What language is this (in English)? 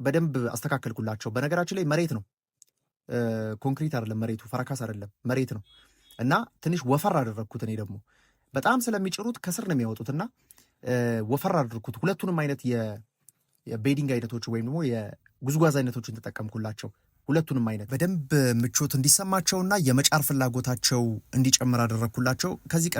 Amharic